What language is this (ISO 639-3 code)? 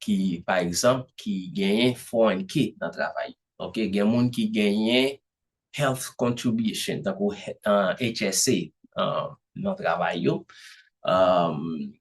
hat